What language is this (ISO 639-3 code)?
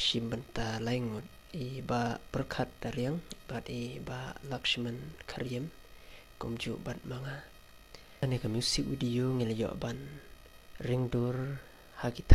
kha